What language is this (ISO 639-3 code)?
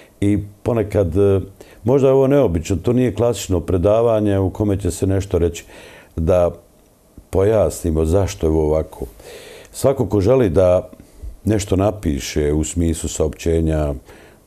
bos